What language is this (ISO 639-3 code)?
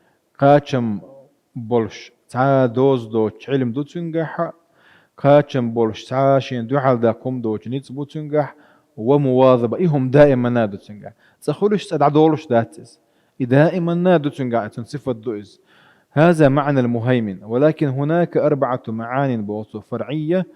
che